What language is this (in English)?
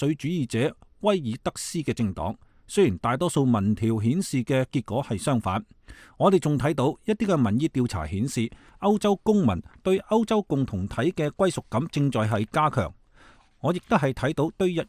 Cantonese